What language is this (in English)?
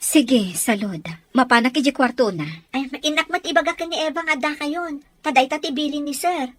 Iloko